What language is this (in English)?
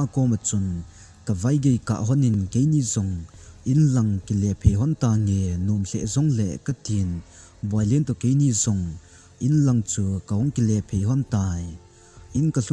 Thado Chin